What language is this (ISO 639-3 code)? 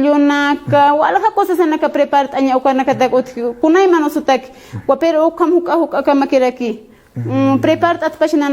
aym